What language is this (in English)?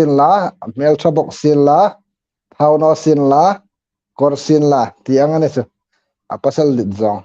Hmar